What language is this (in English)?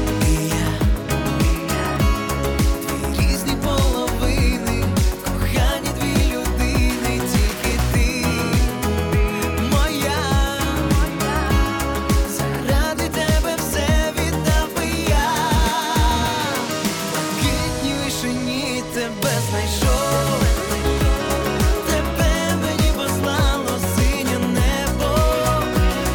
Ukrainian